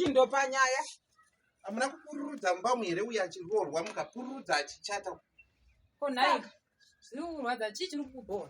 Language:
Shona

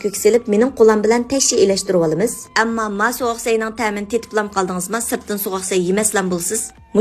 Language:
Uyghur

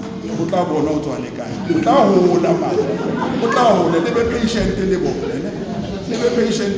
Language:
Southern Sotho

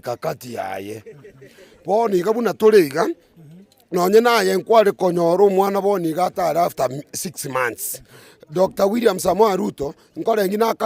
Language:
Gusii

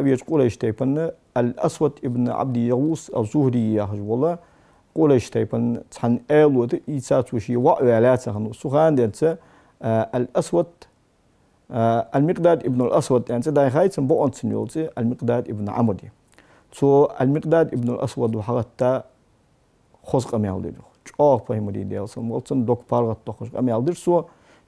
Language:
Ingush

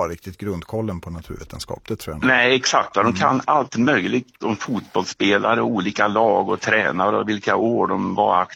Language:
Swedish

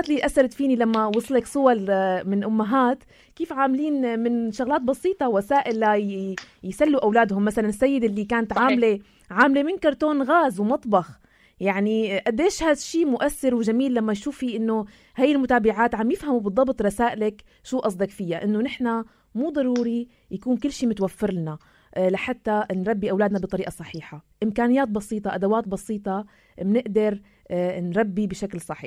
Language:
North Levantine Arabic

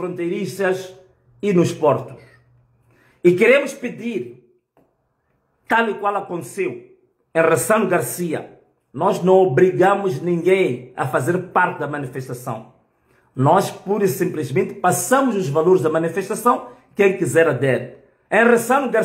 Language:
Portuguese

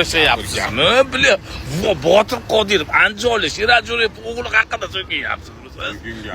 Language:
Uzbek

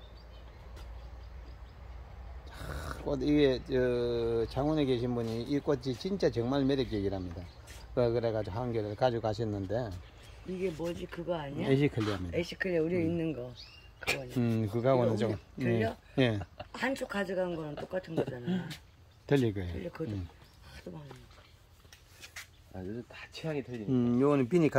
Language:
Korean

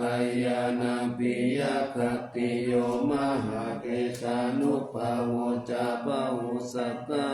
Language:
Pali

